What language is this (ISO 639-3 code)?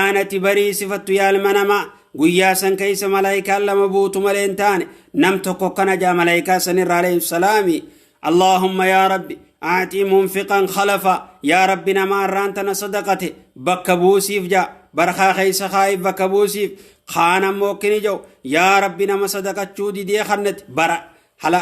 orm